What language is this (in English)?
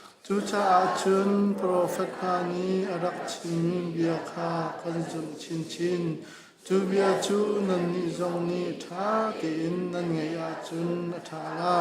Hakha Chin